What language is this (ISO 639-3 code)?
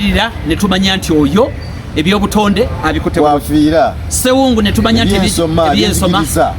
lug